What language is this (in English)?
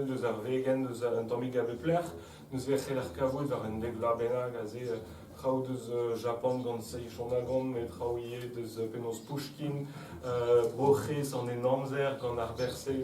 Breton